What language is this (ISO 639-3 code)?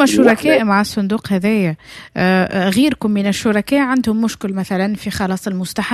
aeb